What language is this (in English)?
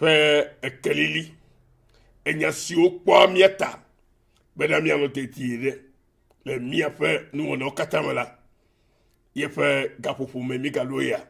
Ewe